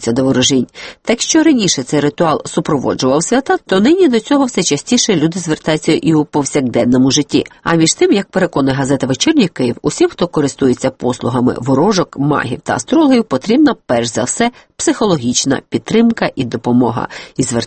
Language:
Ukrainian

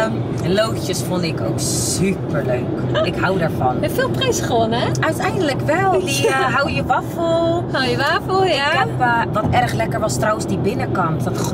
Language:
Dutch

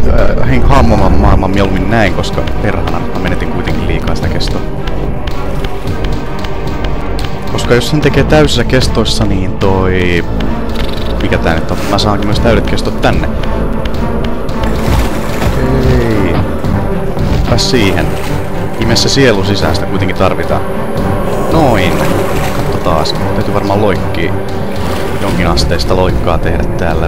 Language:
Finnish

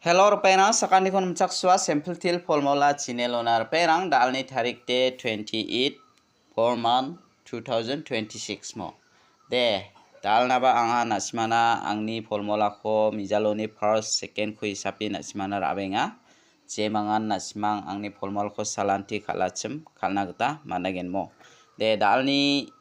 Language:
Garo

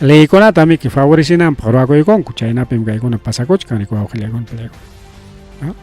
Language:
Ayacucho Quechua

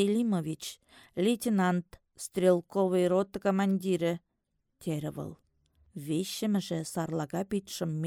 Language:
Chuvash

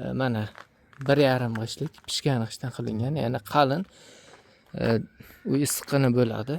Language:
Uzbek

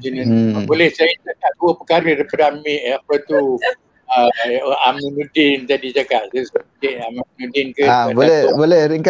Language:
Malay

